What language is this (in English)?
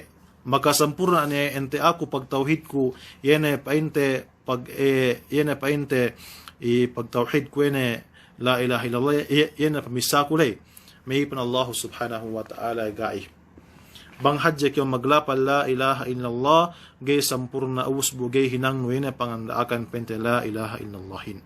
Yakan